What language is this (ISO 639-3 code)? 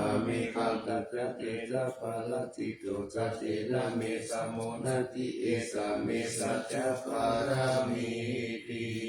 pli